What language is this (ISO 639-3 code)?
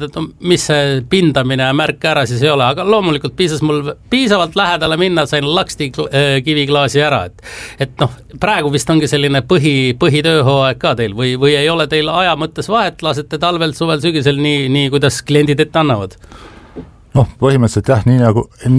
est